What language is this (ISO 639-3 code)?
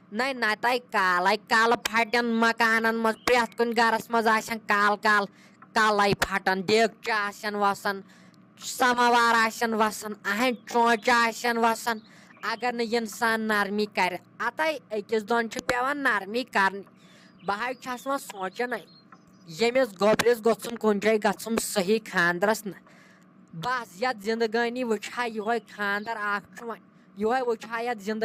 kas